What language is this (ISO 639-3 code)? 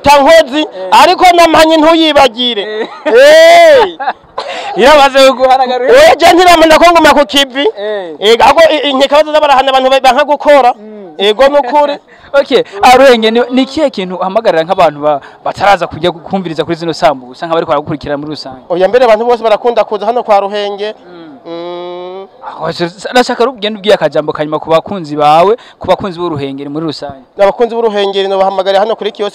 run